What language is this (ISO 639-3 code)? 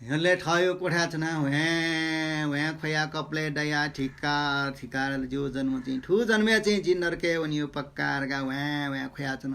new